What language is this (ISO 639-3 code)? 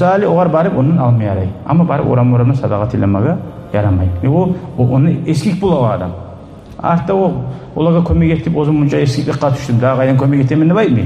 kum